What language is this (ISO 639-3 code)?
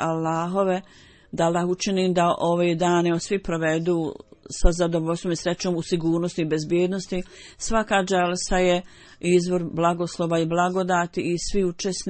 bos